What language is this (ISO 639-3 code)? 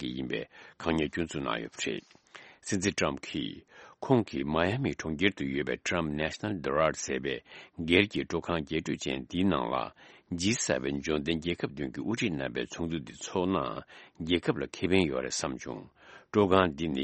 bod